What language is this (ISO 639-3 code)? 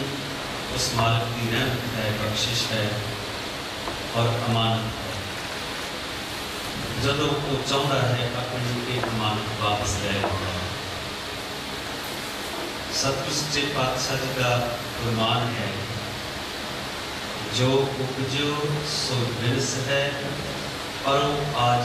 pan